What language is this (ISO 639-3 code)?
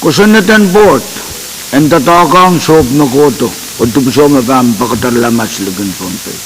pon